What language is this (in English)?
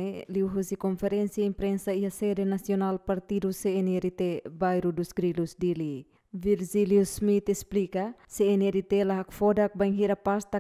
Tetum